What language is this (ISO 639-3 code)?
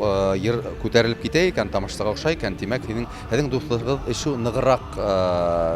tat